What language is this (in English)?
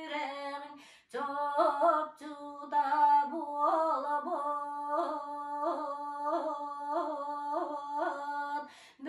Yakut